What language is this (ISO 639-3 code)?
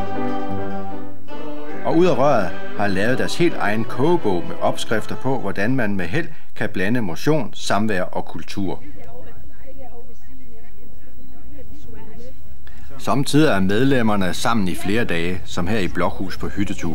dan